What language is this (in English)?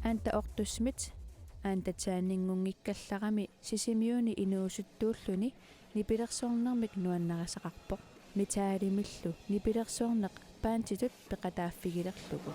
Kalaallisut